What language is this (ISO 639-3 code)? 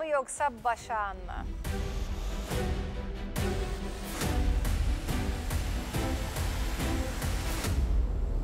tur